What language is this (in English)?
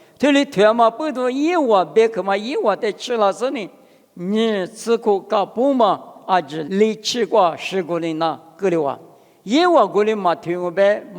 Lisu